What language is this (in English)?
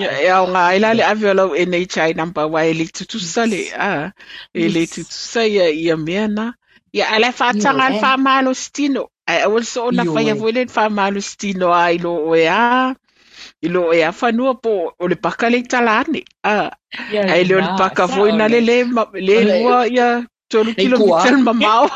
Samoan